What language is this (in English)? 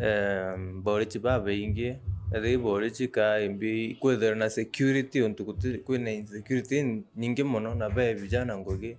Meru